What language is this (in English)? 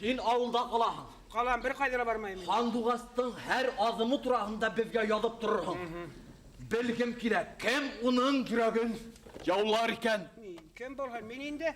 Bashkir